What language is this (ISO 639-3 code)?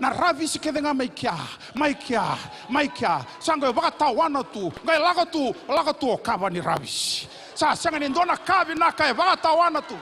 fij